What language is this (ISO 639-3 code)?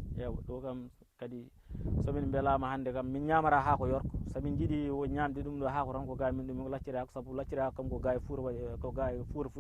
ful